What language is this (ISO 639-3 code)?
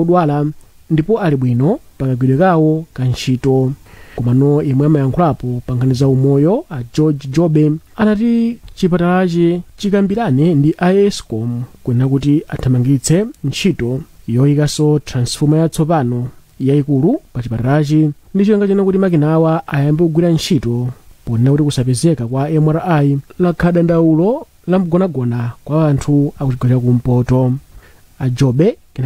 nya